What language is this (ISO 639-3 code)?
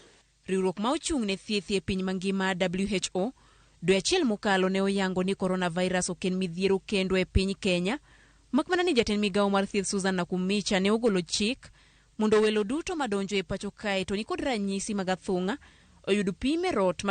luo